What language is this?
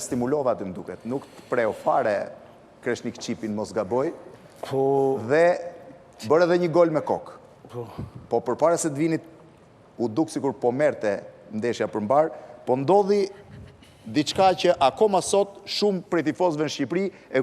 Albanian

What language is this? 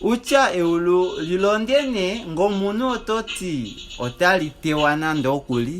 Kuanyama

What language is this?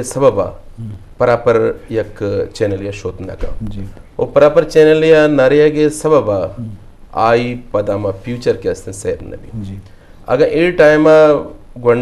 Eastern Balochi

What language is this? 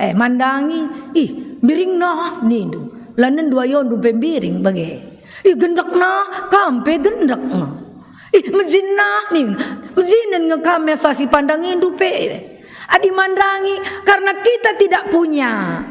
Batak Karo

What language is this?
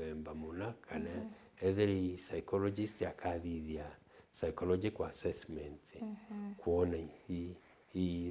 Meru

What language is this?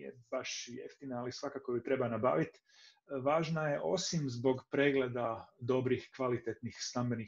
Croatian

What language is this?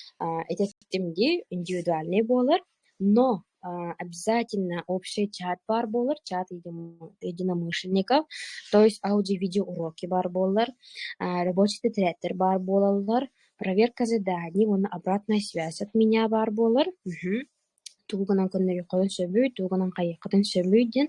Yakut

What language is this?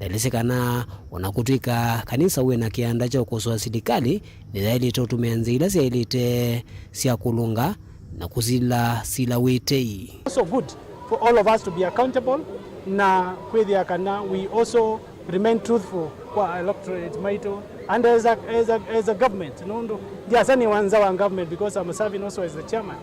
Kamba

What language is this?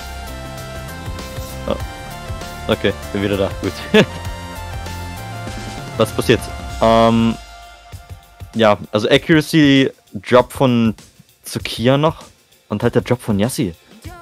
German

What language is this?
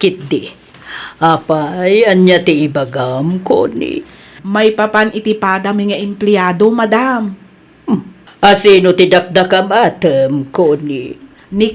Iloko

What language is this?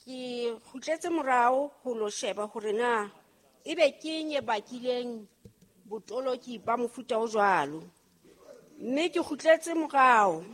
Southern Sotho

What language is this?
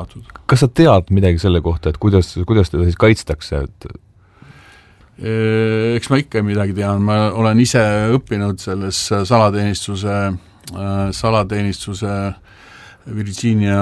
Estonian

